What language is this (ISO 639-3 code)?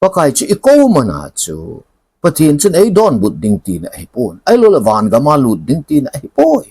tcz